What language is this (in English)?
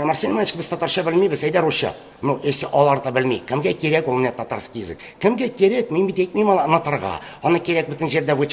Tatar